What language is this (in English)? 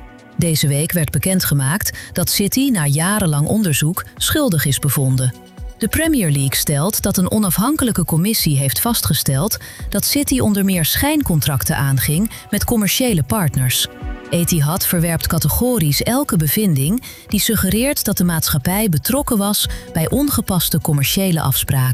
Dutch